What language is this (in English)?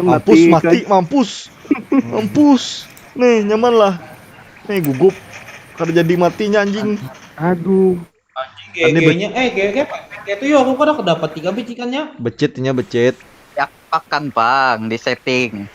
Banjar